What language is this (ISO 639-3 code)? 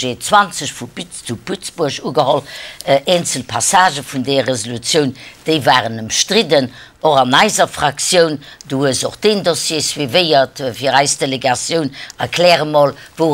ltz